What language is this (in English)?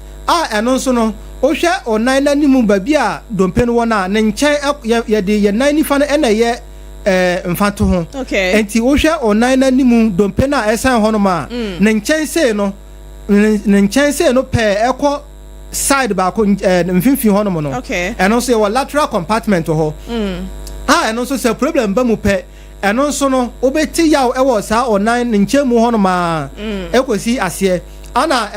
Akan